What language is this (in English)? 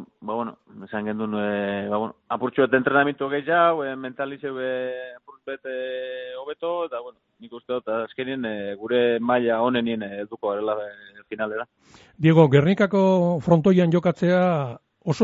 Basque